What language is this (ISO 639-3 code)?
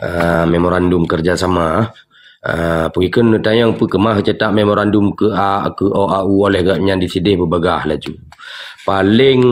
ace